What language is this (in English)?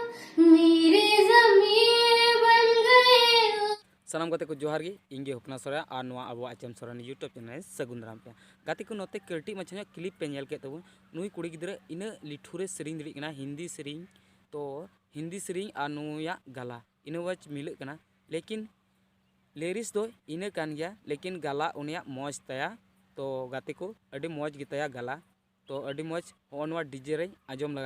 Santali